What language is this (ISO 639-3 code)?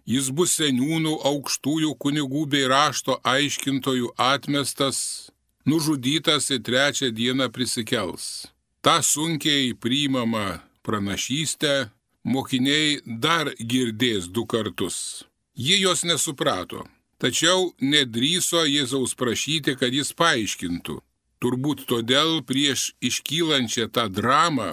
lit